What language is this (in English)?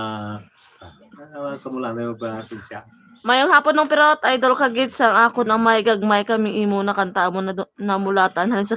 Hiligaynon